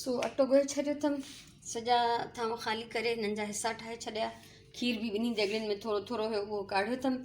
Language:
Sindhi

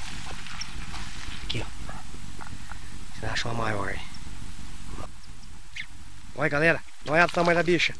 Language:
Portuguese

